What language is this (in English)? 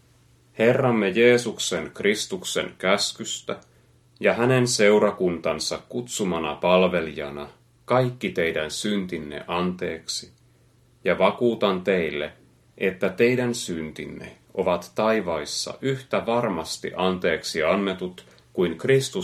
Finnish